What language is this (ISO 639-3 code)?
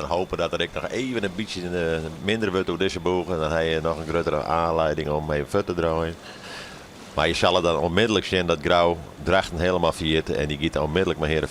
fry